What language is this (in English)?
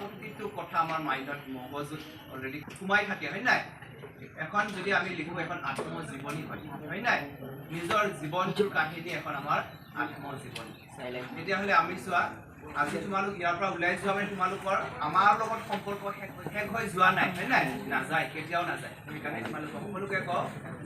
Assamese